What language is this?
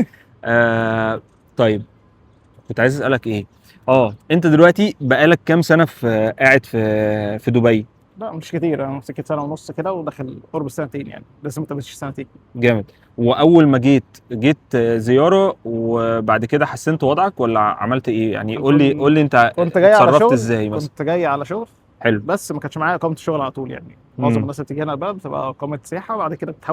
Egyptian Arabic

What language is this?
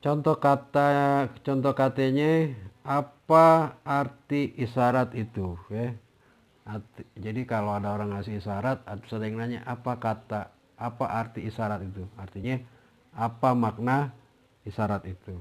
Betawi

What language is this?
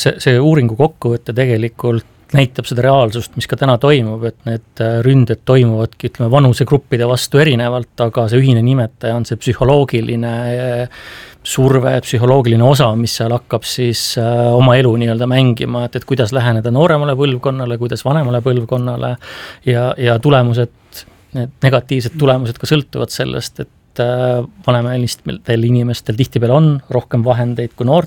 Estonian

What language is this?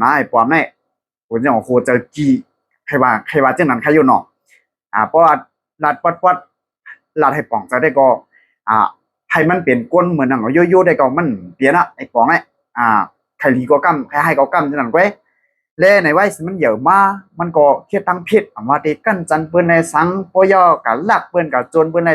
Shan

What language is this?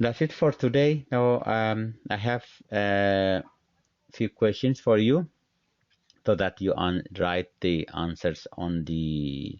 English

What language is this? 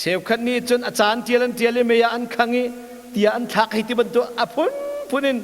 Hakha Chin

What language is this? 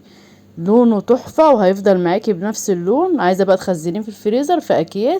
Egyptian Arabic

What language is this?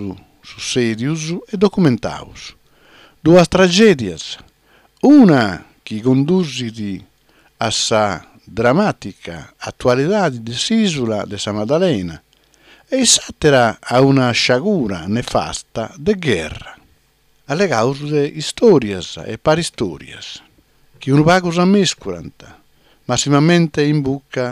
Sardinian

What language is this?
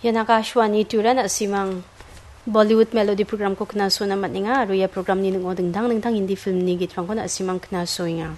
Garo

